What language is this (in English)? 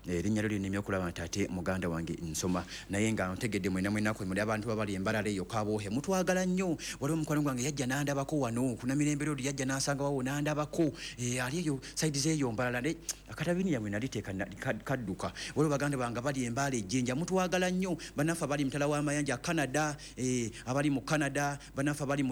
Ganda